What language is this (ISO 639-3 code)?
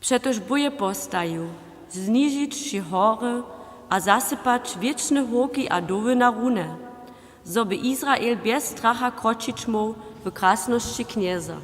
hsb